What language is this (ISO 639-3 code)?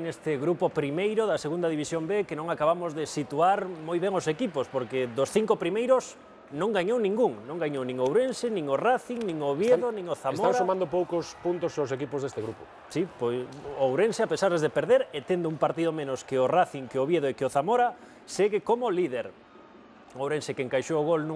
glg